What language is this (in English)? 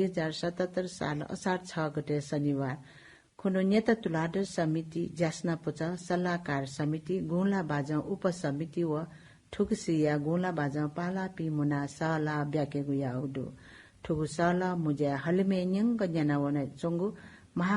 Newari